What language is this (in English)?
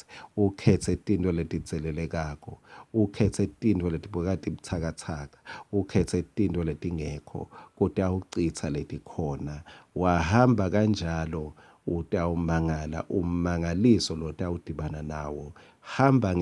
Swati